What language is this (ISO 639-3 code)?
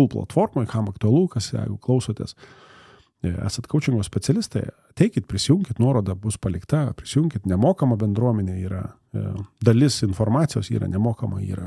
lit